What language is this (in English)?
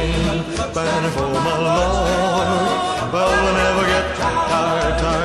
Estonian